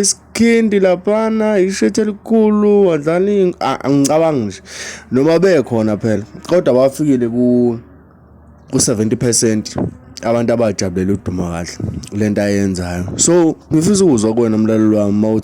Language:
Zulu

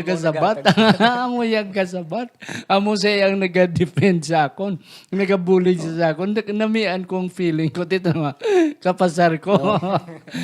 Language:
Hiligaynon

